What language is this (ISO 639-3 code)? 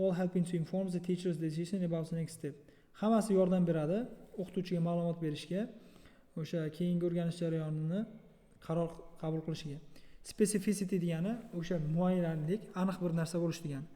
uzb